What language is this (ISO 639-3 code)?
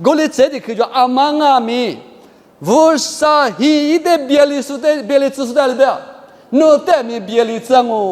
lis